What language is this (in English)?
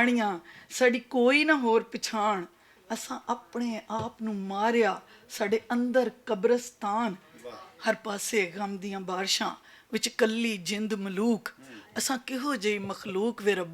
Western Panjabi